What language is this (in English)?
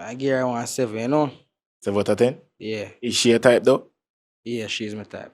Jamaican Creole English